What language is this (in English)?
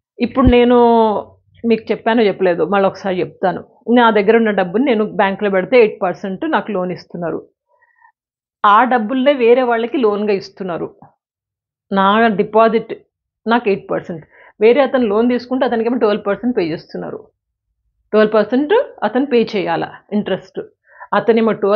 Telugu